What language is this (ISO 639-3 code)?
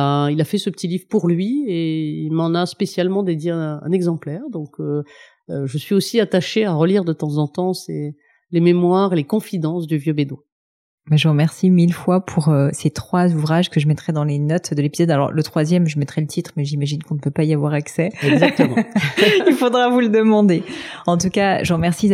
fra